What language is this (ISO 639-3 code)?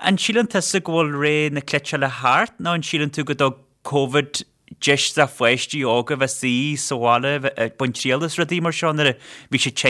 gle